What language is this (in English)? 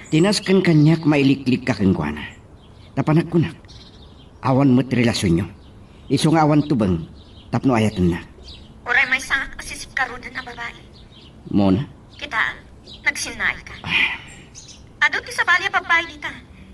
Iloko